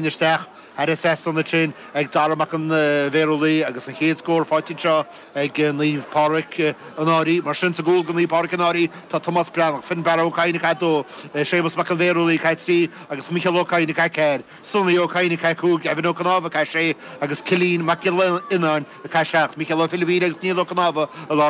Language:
Irish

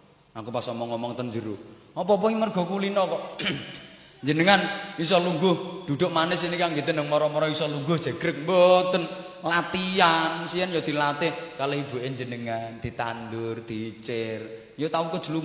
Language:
Javanese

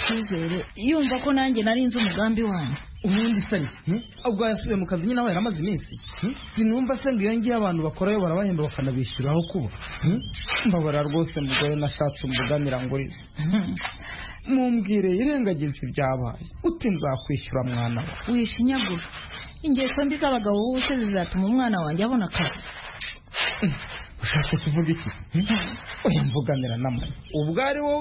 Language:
Kinyarwanda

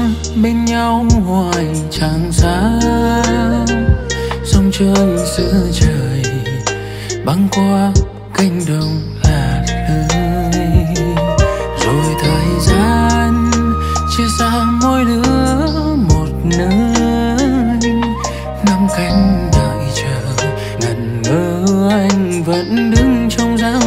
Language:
Vietnamese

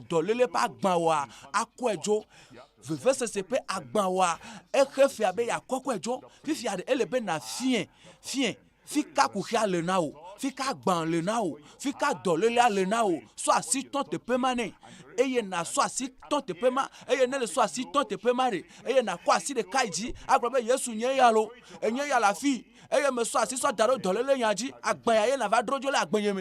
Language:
Ewe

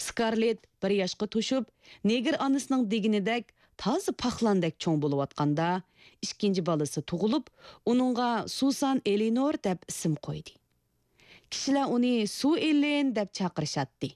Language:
Uyghur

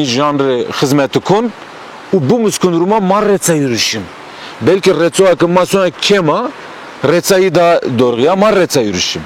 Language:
Zaza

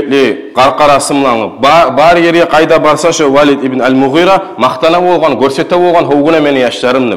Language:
Kumyk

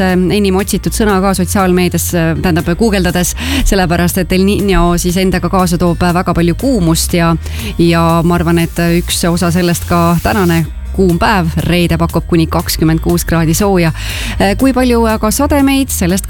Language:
Estonian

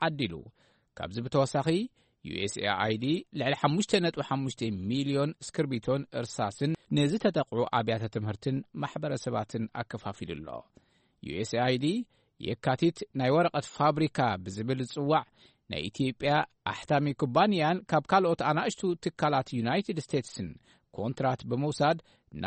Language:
Tigrinya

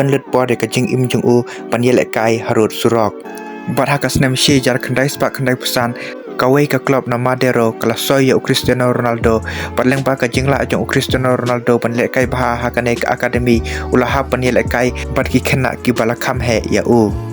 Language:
Khasi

